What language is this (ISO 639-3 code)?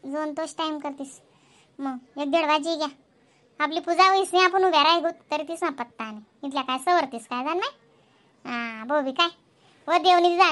khn